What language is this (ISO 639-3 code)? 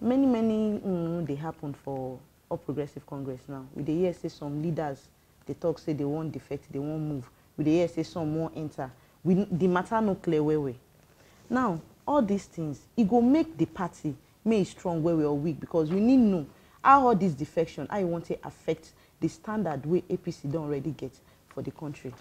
pcm